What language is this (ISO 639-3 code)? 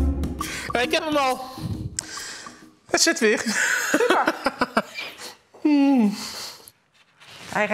nld